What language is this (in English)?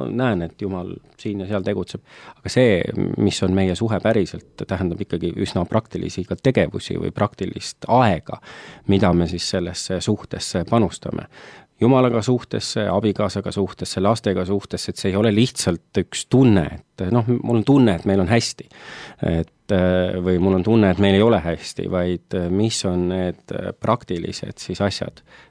Estonian